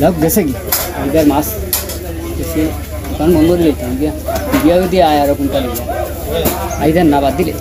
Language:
Sylheti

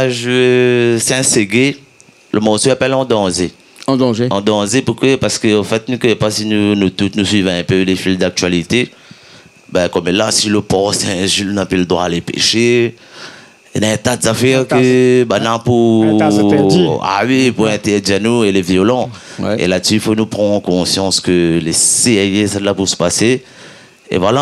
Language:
Réunion Creole French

